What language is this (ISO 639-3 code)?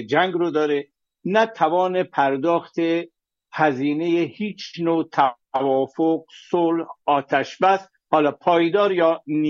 fas